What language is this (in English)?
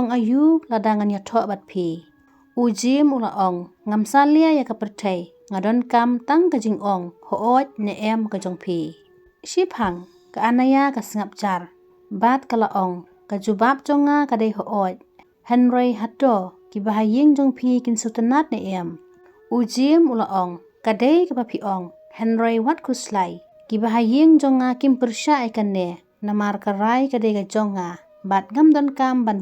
Khasi